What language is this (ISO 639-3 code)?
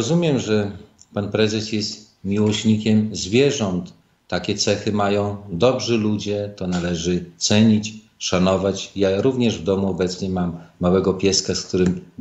pol